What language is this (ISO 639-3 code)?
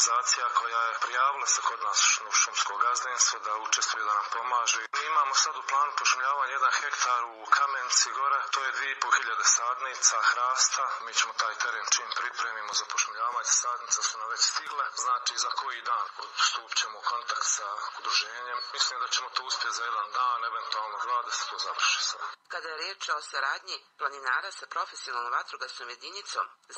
bos